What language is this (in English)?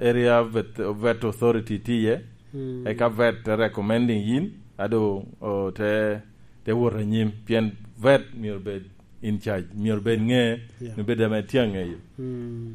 Lango (Uganda)